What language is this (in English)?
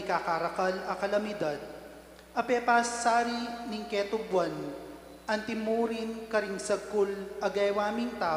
Pampanga